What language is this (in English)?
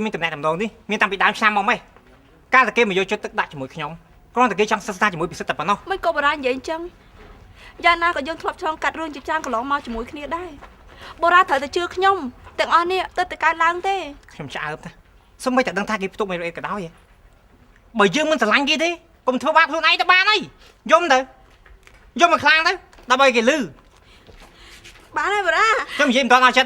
Khmer